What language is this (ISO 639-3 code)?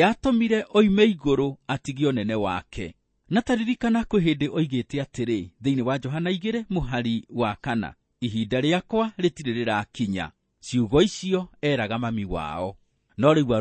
kik